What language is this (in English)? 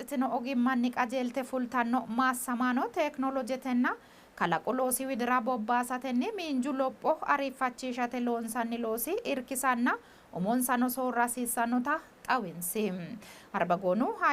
Sidamo